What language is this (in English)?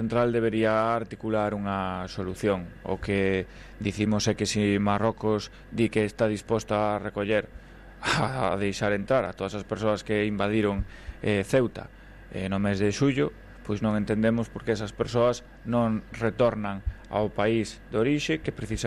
Galician